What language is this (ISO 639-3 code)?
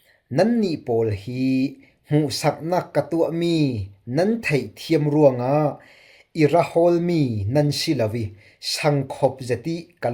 cfm